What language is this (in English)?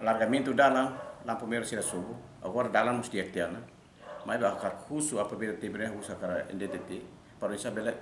Tetum